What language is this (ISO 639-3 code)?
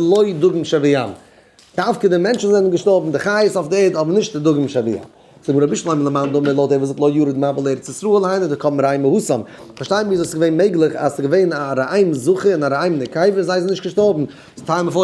yid